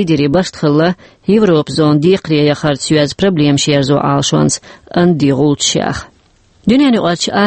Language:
Chechen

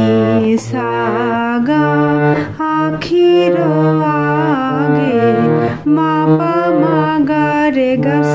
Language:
Bangla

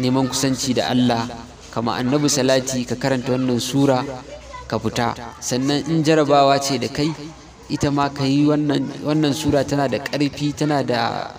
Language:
Hausa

